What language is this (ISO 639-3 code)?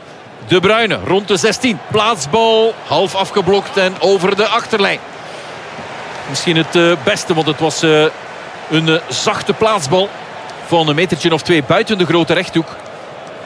nld